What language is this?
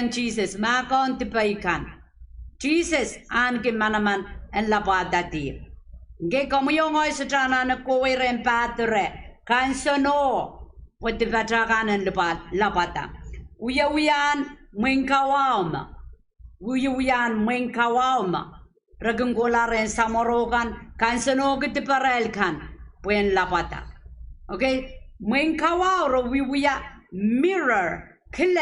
Pohnpeian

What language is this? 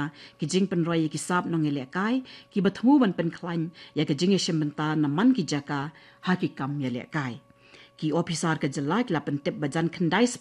Khasi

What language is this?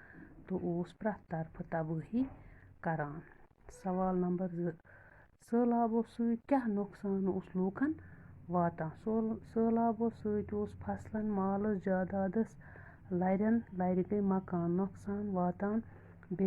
Kashmiri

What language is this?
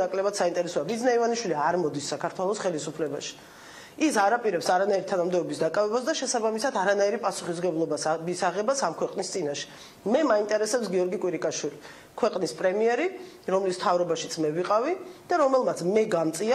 Georgian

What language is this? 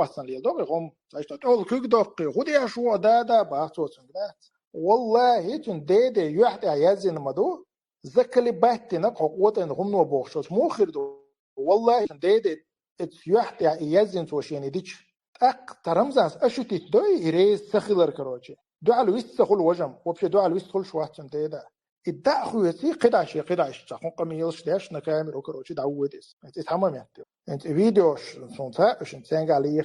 Chechen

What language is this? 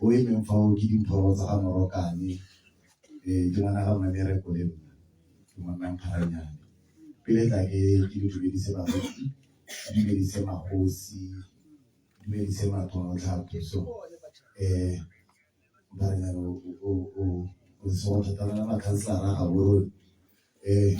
Tswana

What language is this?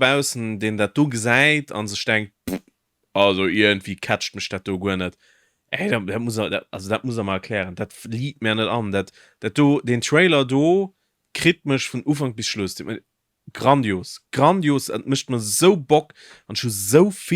Luxembourgish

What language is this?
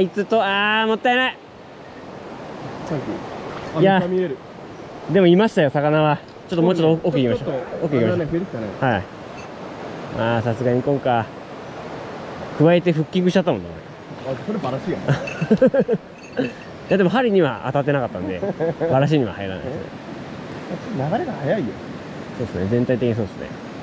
Japanese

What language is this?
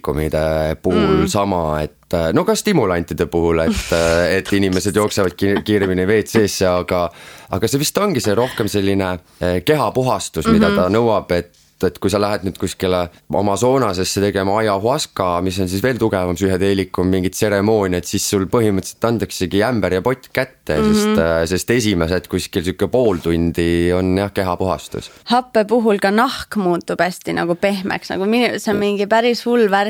Estonian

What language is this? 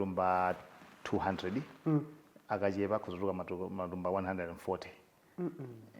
Nyanja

